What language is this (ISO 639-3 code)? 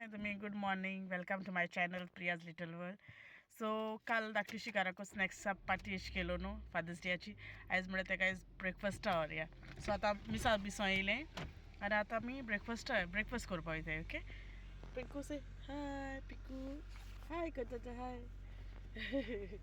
kok